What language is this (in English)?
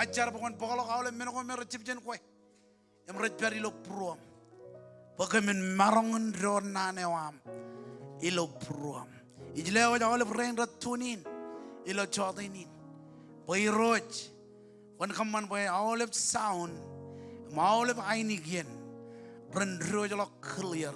Marshallese